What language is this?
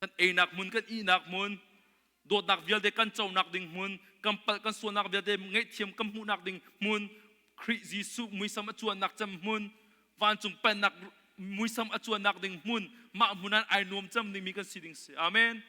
Hakha Chin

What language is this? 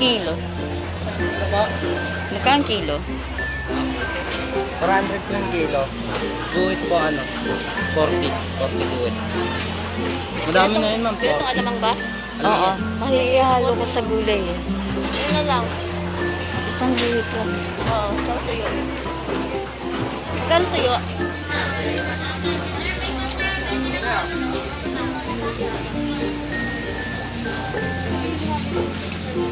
Filipino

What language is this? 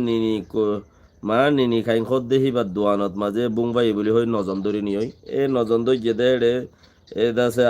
Rohingya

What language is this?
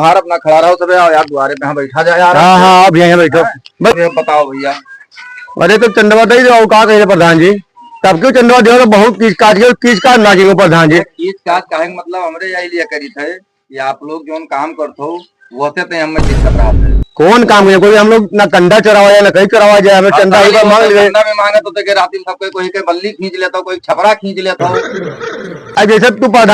Awadhi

